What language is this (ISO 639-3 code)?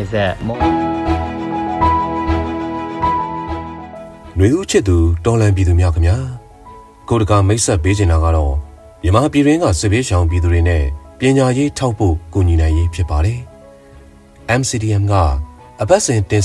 mya